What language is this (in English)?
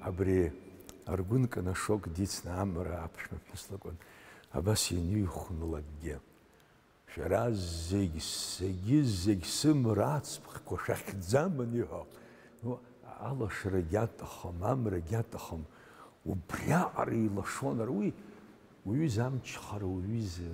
Abkhazian